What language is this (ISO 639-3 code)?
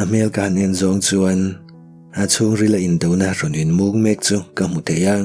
lus